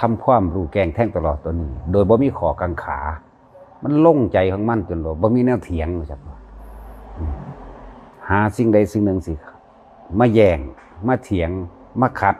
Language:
Northeastern Thai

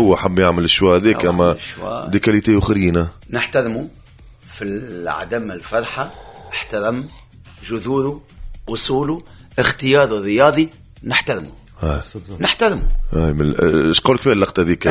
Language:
Tunisian Arabic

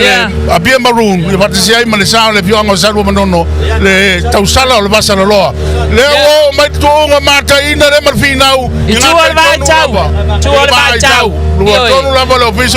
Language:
Samoan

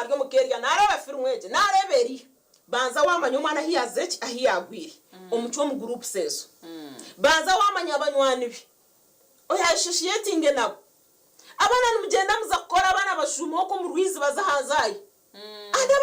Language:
Nyankole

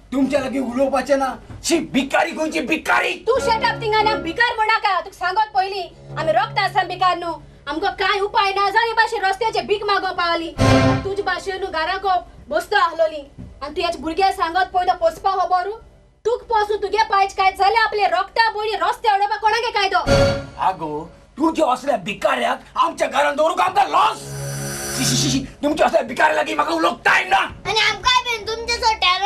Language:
Konkani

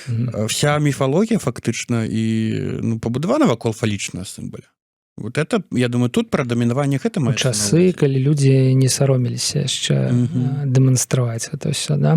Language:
Belarusian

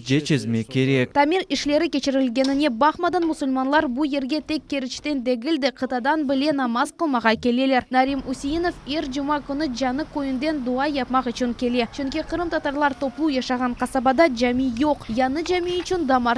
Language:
Crimean Tatar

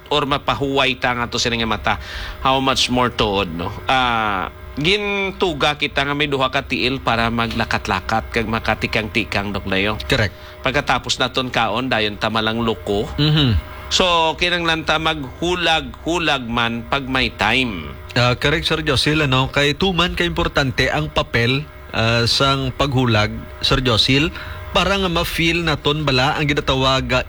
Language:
Hiligaynon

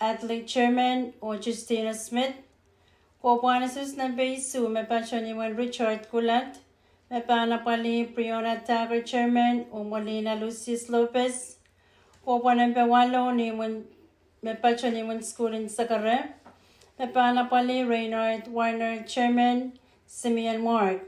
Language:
Pohnpeian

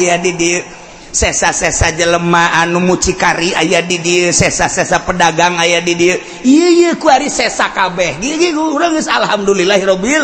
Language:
Sundanese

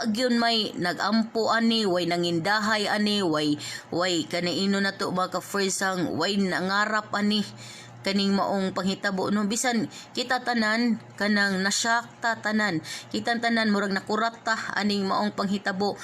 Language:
Cebuano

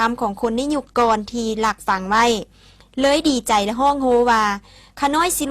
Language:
Lao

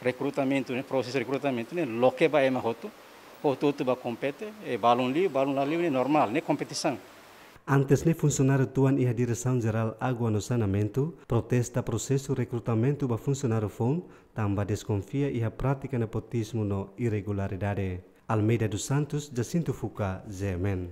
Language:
Tetum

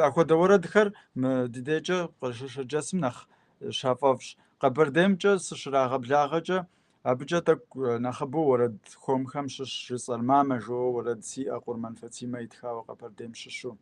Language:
Kabardian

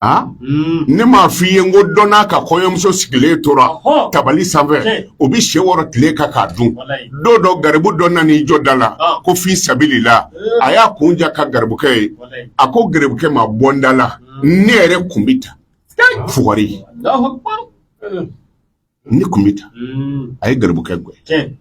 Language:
Bambara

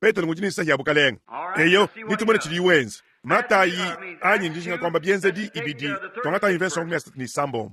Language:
Luba-Lulua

